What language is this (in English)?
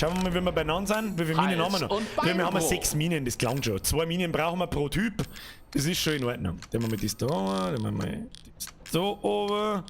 Bavarian